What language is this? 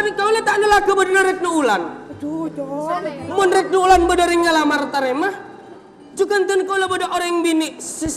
Madurese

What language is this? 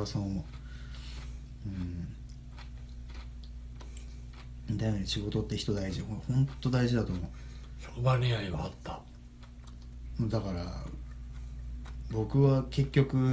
Japanese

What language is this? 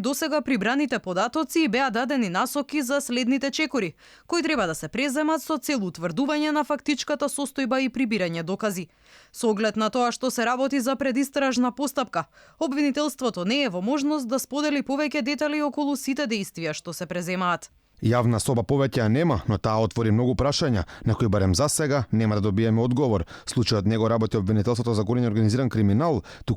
Macedonian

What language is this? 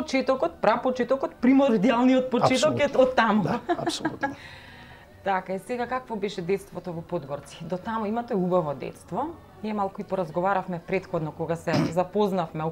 Macedonian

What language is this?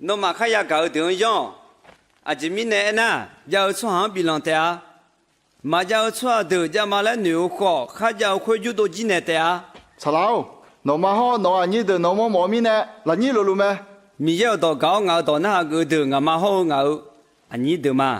Akha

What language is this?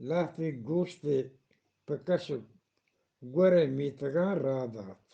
Eastern Balochi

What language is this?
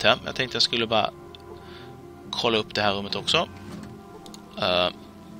Swedish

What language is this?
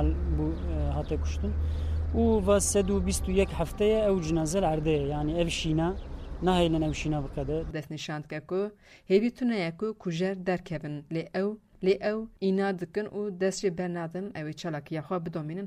Kurdish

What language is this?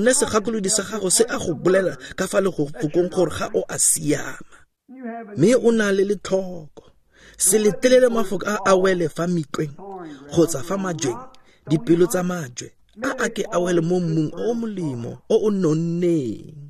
Tswana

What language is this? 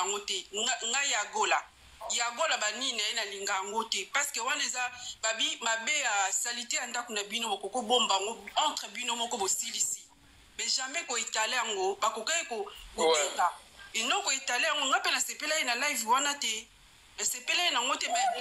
Lingala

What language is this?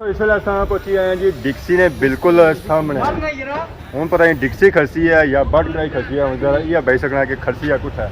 Pahari-Potwari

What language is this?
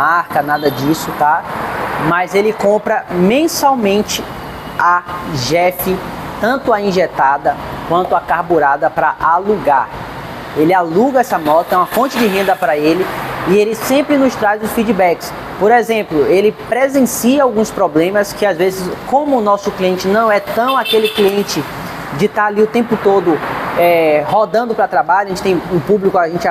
Portuguese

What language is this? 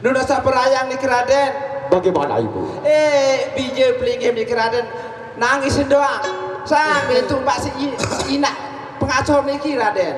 Sasak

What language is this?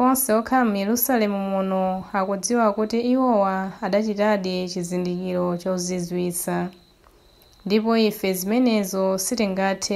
Nyanja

